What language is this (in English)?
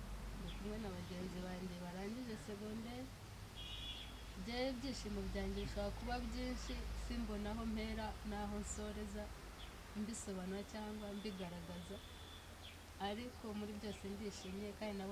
Kinyarwanda